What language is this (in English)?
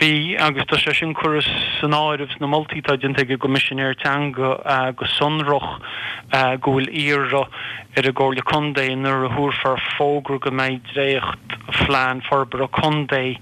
Irish